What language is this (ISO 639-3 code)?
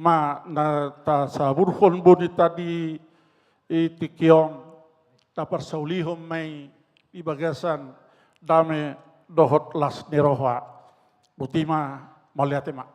bbc